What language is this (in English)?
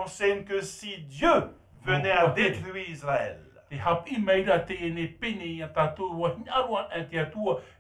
Tahitian